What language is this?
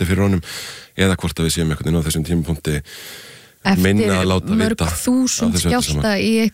Icelandic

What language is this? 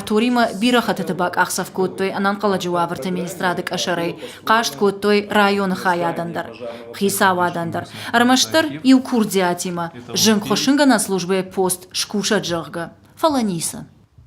Ossetic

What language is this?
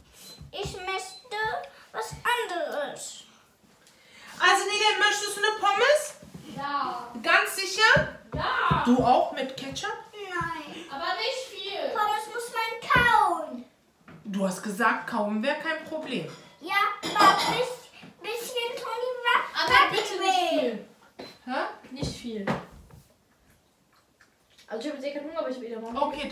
German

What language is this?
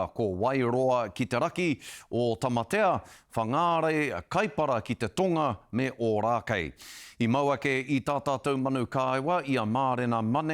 Māori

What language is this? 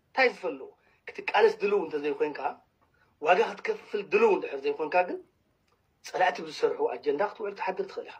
Tigrinya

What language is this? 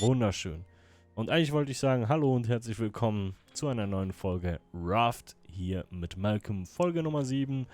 Swiss German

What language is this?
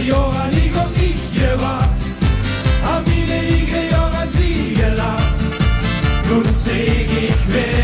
Limburgish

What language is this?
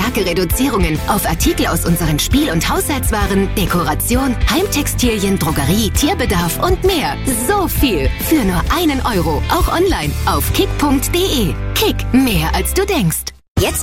German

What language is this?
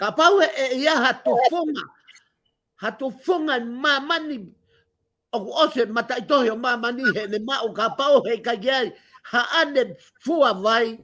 Tongan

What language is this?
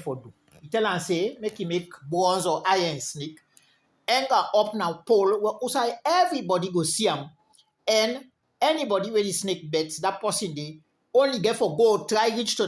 Krio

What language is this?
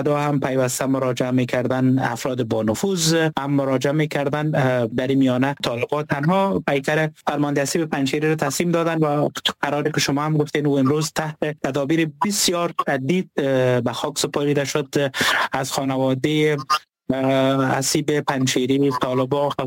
Persian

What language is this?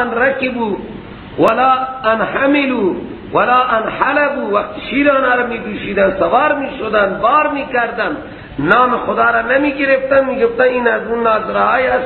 Persian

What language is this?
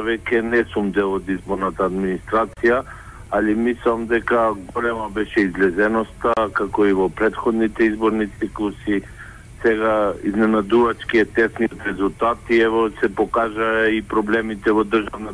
Macedonian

